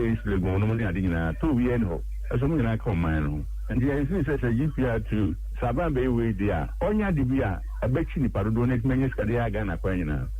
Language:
Akan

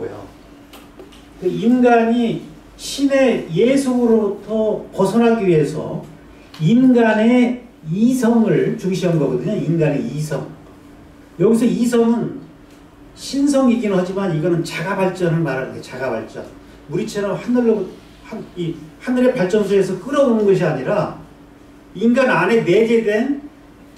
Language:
Korean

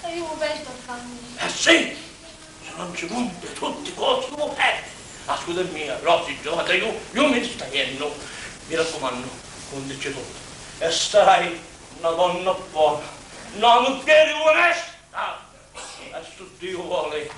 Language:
Sicilian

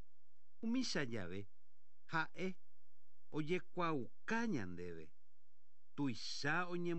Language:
Guarani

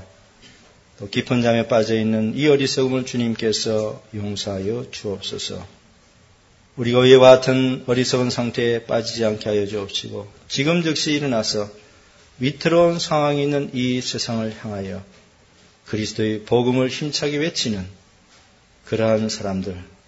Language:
Korean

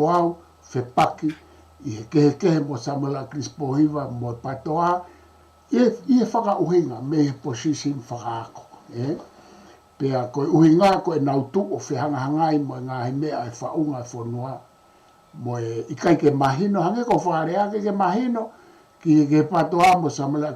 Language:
Tongan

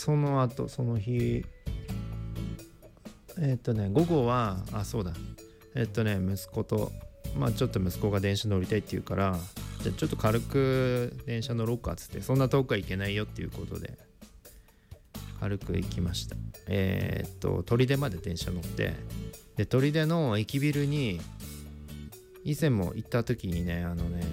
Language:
Japanese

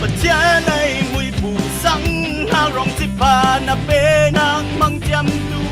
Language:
Falam Chin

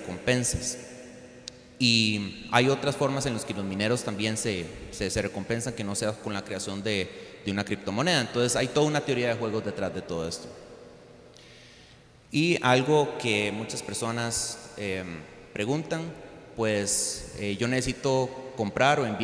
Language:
Spanish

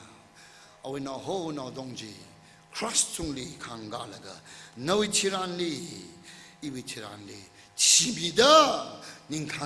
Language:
Tangkhul Naga (India)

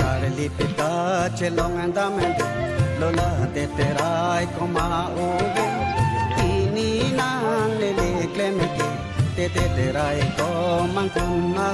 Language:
Karbi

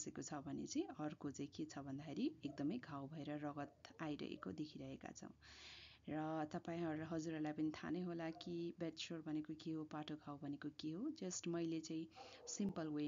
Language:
Nepali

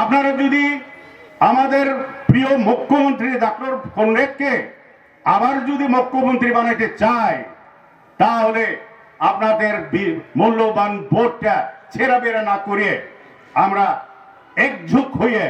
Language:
Garo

